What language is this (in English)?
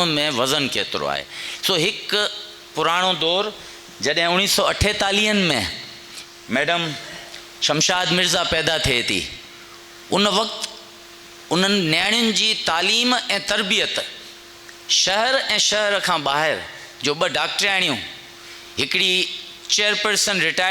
Sindhi